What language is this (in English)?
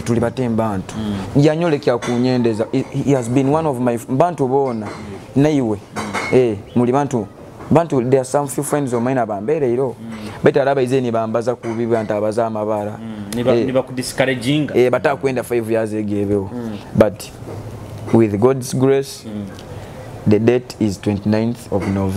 Nyoro